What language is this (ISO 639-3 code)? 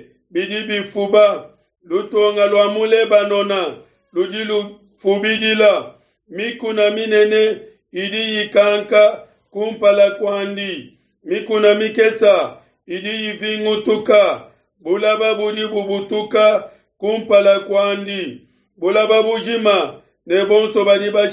lua